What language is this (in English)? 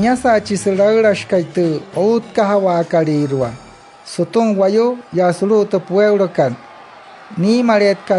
Wayuu